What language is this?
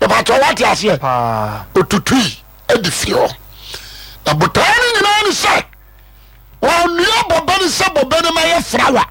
Akan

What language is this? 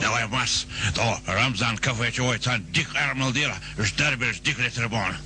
Chechen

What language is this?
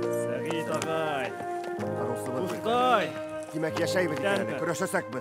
Bashkir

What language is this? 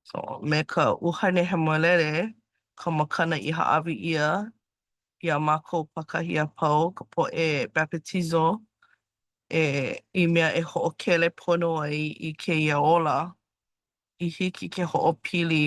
Hawaiian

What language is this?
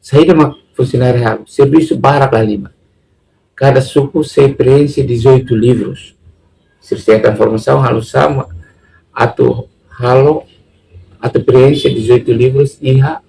Tetum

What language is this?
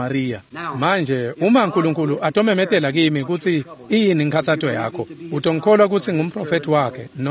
Swati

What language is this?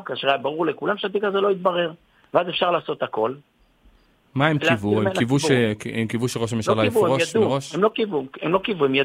Hebrew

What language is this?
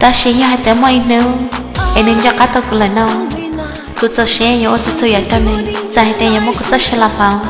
Hmong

